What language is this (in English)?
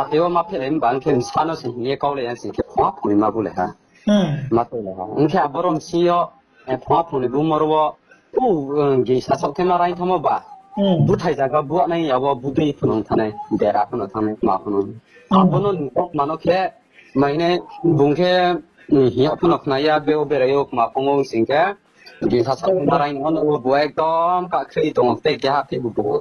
Riang (India)